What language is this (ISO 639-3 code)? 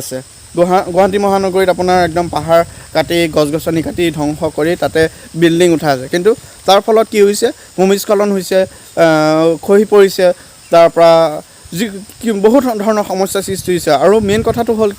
asm